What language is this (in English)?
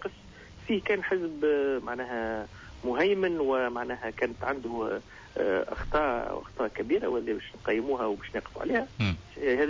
Tunisian Arabic